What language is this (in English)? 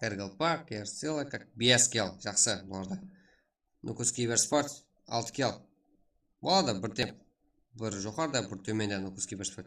Kara-Kalpak